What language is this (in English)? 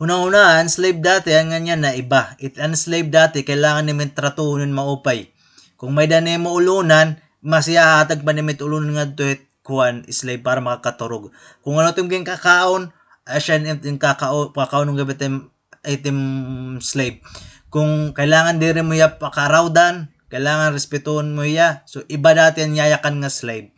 Waray